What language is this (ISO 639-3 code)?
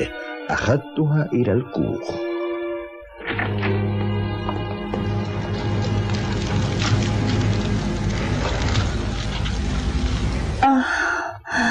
ara